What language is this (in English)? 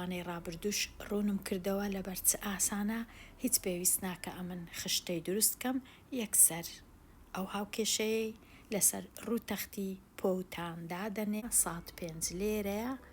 Central Kurdish